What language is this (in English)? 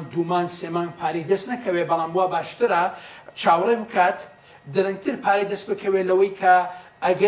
Central Kurdish